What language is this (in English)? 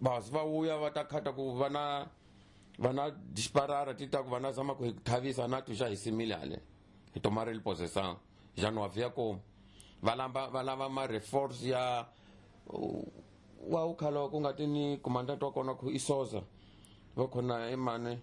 Tsonga